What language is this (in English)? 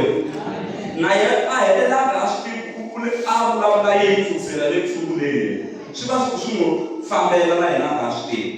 Tsonga